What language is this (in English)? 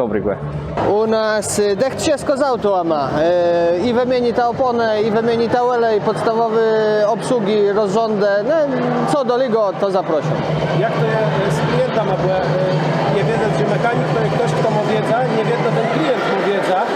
Kashubian